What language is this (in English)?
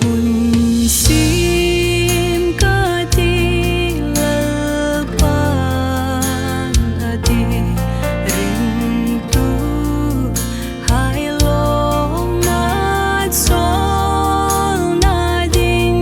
Hmar